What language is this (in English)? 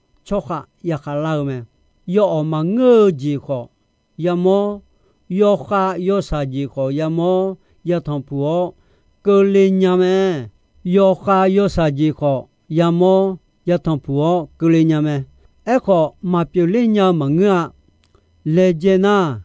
Akha